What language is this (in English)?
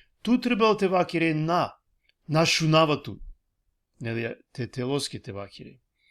Balkan Romani